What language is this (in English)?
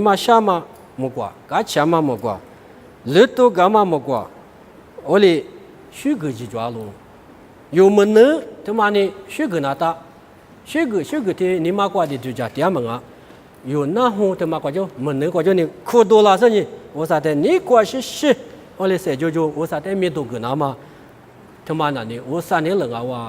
Lisu